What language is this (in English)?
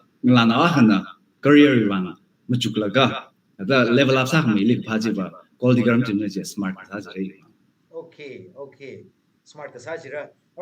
Tangkhul Naga (India)